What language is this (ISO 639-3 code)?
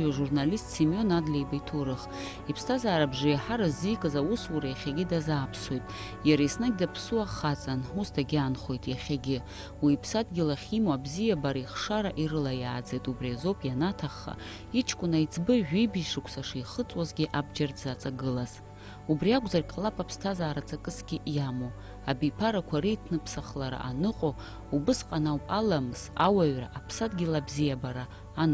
abk